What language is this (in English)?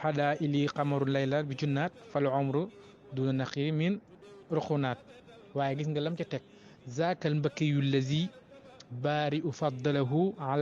Wolof